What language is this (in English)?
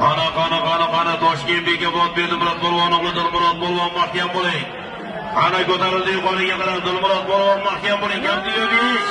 Uzbek